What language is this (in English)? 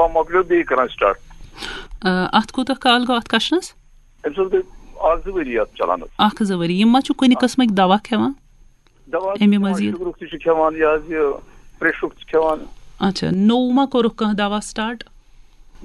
Kashmiri